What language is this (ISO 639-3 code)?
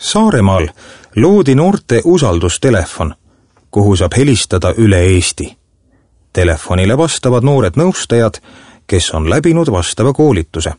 est